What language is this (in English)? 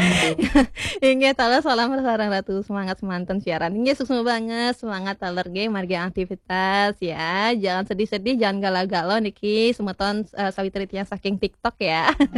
Balinese